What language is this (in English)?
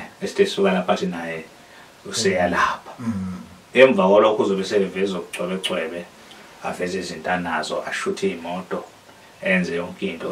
Zulu